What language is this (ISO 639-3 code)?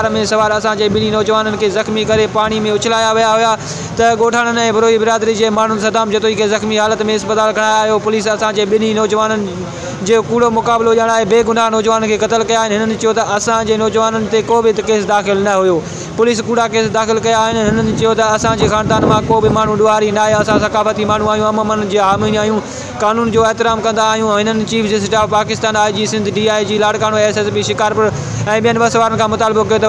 snd